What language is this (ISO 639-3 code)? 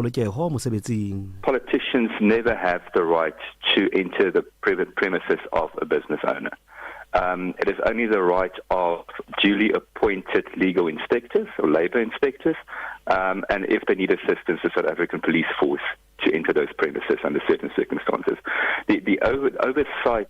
sot